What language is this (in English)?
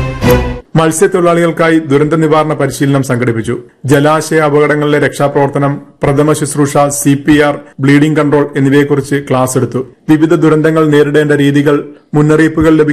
Malayalam